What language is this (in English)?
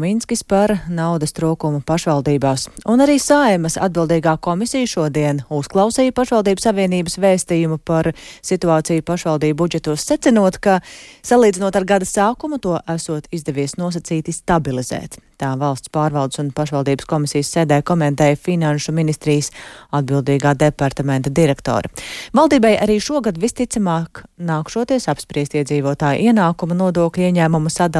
Latvian